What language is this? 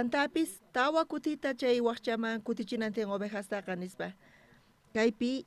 South Bolivian Quechua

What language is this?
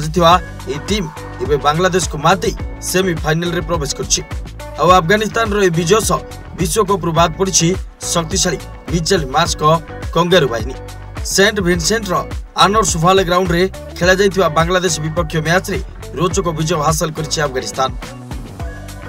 Odia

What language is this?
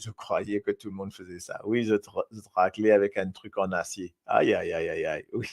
Morisyen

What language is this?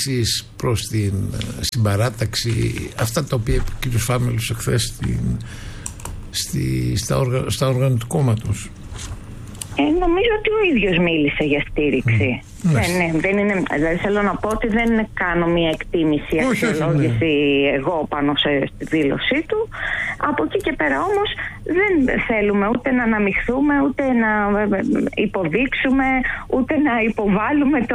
Greek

